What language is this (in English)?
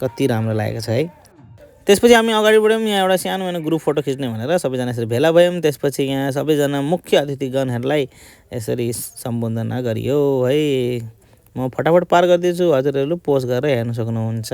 Nepali